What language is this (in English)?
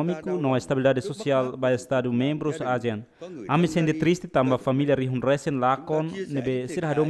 Tetum